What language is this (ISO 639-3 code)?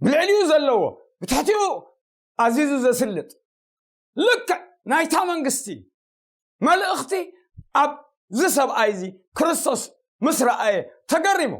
tir